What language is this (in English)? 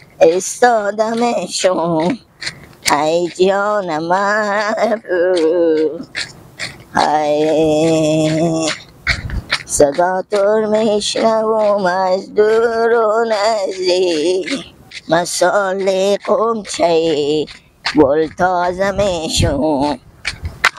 Persian